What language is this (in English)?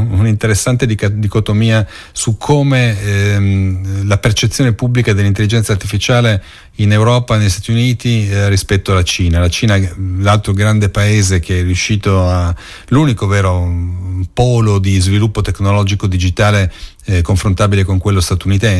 Italian